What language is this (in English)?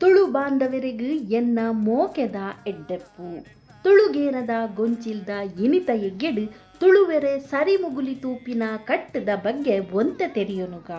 Tulu